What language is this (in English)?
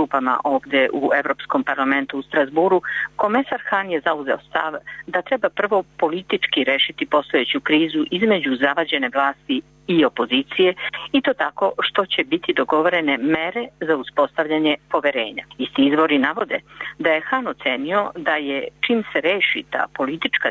Serbian